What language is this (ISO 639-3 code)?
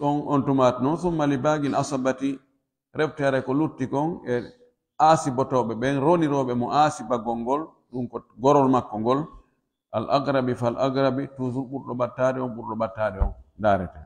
fuf